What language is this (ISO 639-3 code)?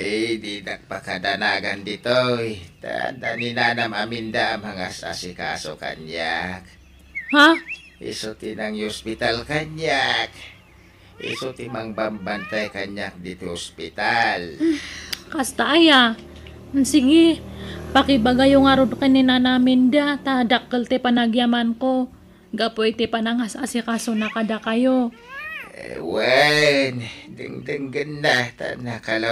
ilo